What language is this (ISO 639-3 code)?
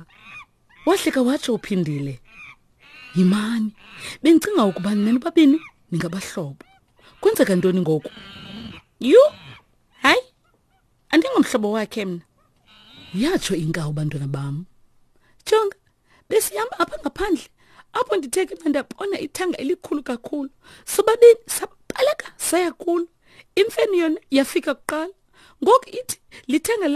xho